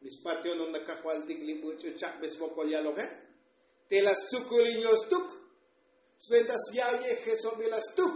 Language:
Tzotzil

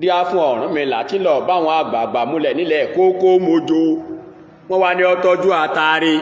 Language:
Yoruba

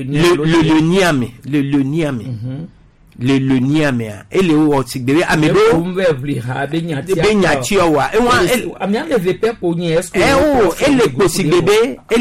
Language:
Gen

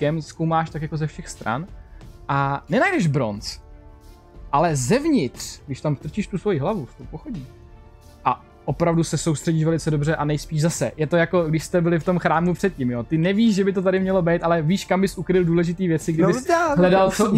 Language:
Czech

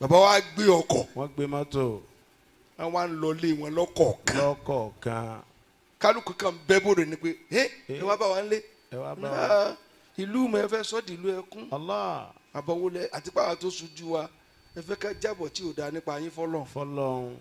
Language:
Yoruba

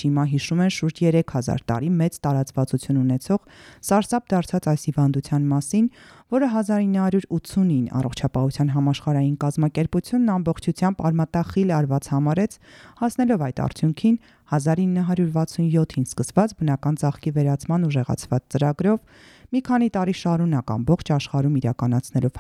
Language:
Armenian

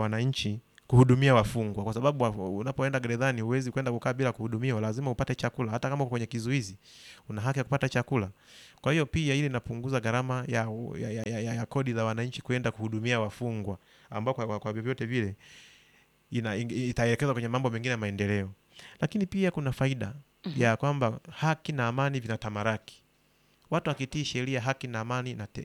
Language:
Swahili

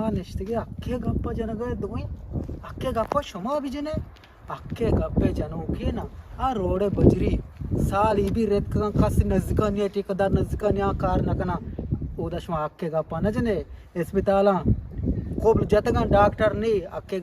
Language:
Eastern Balochi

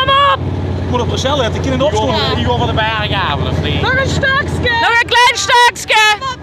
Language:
Limburgish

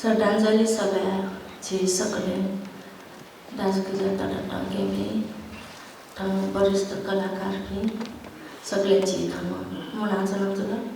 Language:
Newari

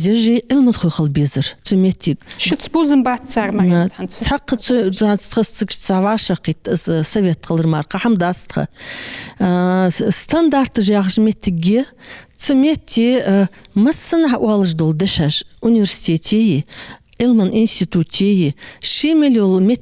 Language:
Ingush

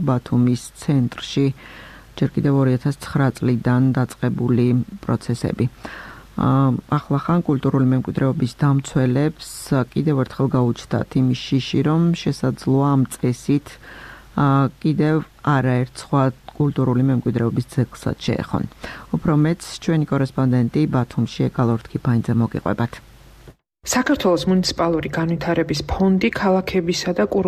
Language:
Georgian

